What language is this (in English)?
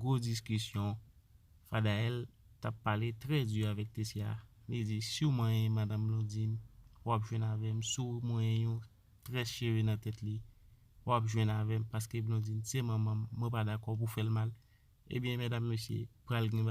Haitian Creole